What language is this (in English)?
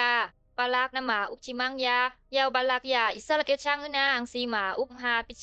Bisu